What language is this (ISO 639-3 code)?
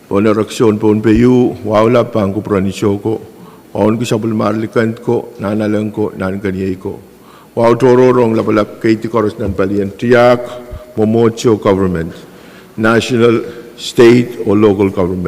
pon